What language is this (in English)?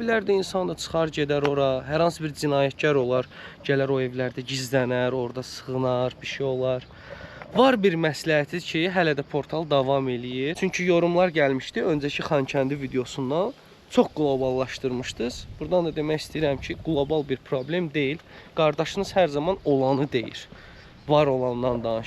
Azerbaijani